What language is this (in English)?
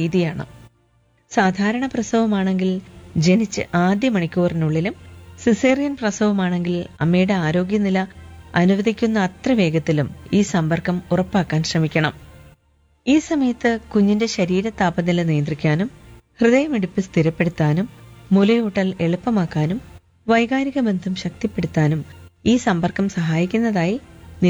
Malayalam